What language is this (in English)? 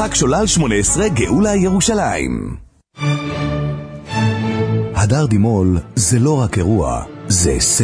Hebrew